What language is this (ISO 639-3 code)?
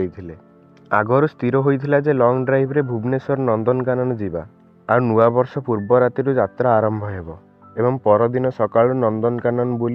ori